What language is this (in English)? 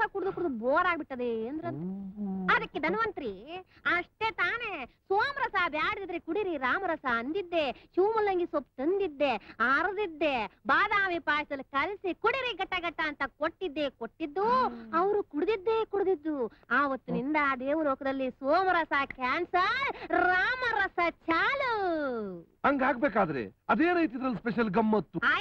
Kannada